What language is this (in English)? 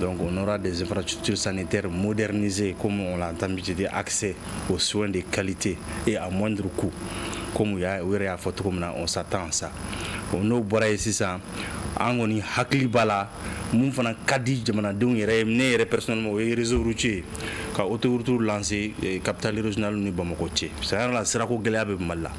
Bambara